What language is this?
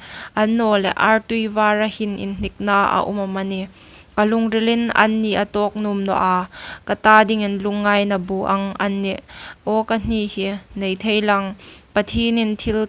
Hmar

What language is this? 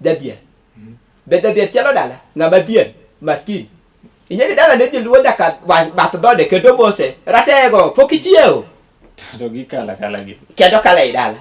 Luo (Kenya and Tanzania)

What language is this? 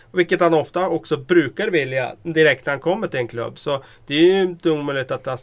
Swedish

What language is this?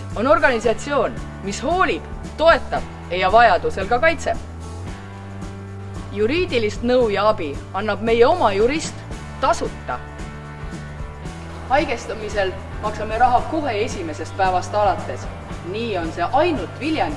Estonian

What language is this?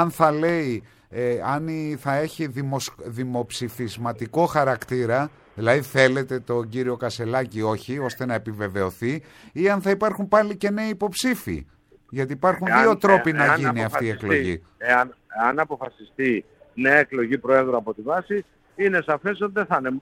Greek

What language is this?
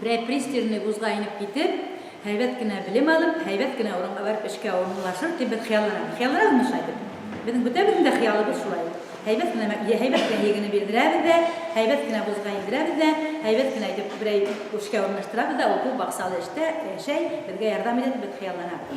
Bashkir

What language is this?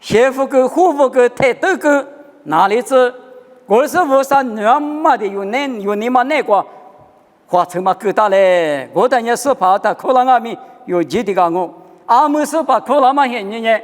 Lisu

